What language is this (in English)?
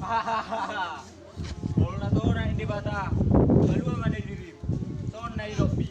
Batak Toba